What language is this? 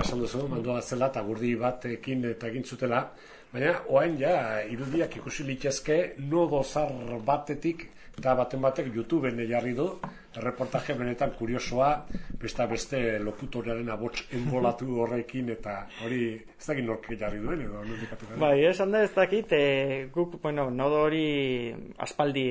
Basque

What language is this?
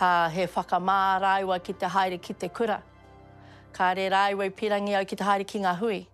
Māori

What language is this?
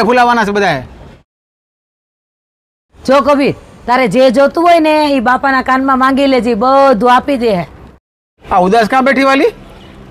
Gujarati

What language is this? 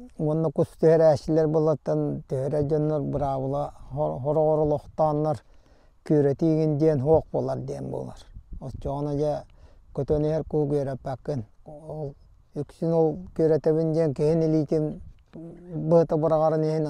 Yakut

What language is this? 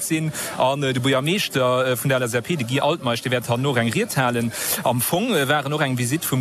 Luxembourgish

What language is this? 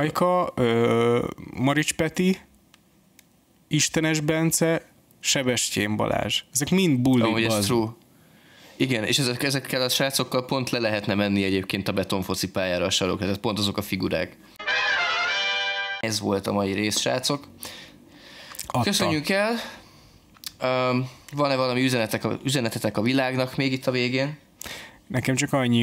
Hungarian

